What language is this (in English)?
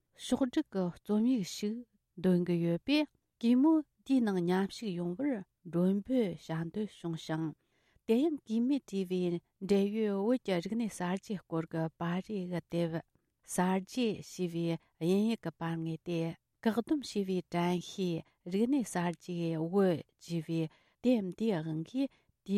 Tibetan